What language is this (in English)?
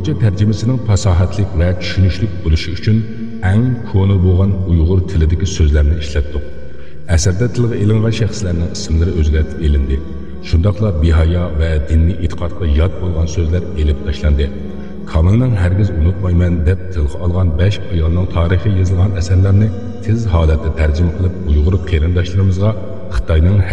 Uyghur